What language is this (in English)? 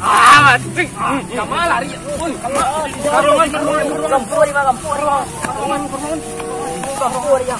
Minangkabau